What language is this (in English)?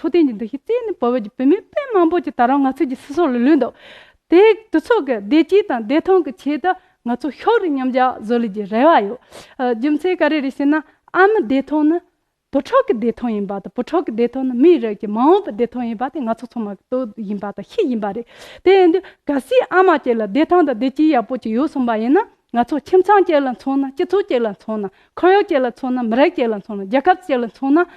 Tibetan